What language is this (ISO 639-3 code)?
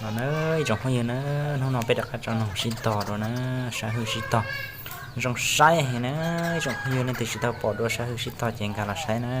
hmn